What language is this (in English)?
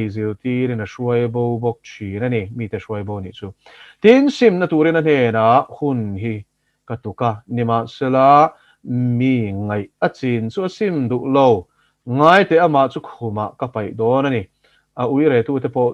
Mizo